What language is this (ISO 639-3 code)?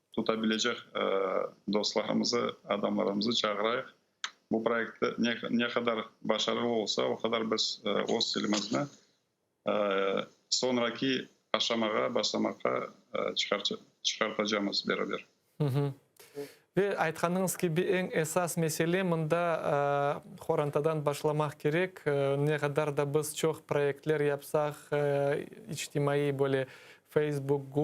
crh